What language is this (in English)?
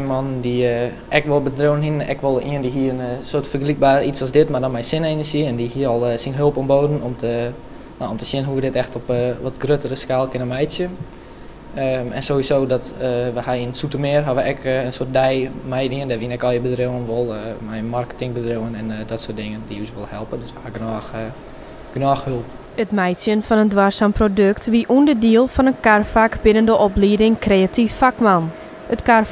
Western Frisian